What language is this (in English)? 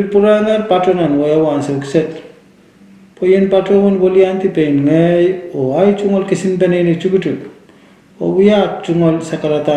Pohnpeian